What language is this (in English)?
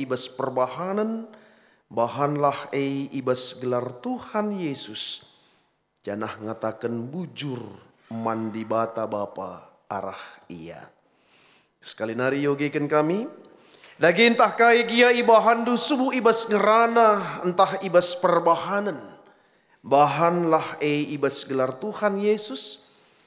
Batak Karo